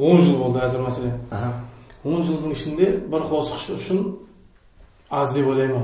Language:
Kara-Kalpak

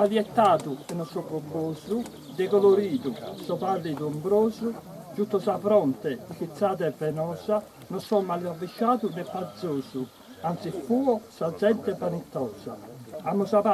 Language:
Sardinian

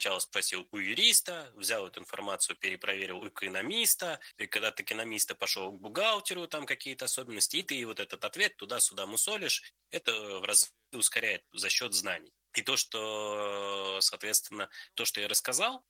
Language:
Russian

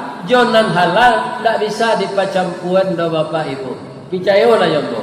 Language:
Minangkabau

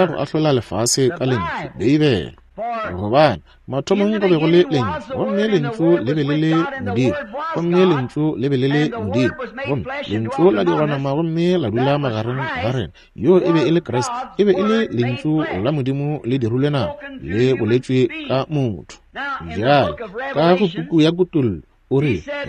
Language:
Northern Sotho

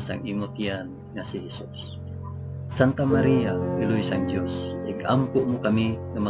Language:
Hiligaynon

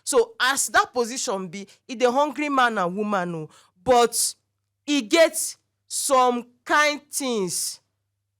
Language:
Nigerian Pidgin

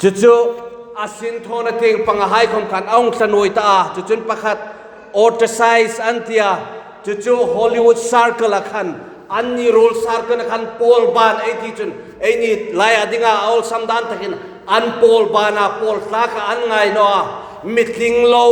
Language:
Hmar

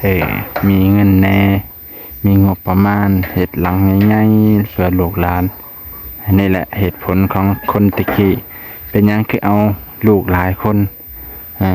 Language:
Lao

